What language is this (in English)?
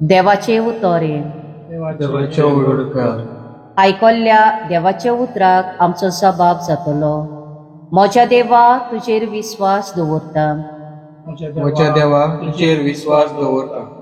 Konkani